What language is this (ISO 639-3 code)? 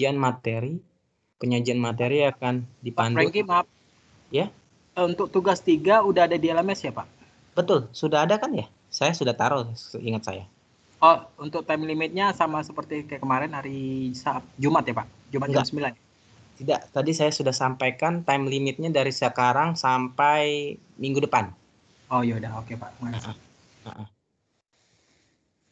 ind